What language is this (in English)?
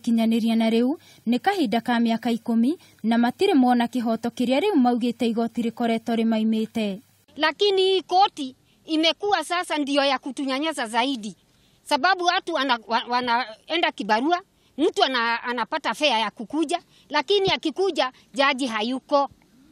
Kikuyu